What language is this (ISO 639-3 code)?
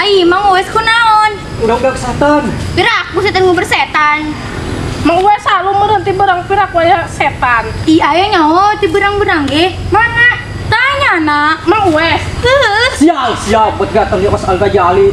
sun